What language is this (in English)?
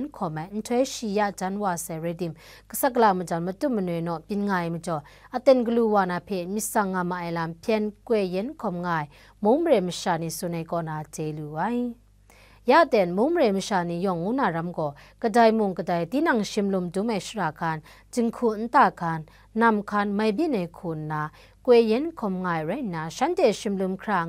Kachin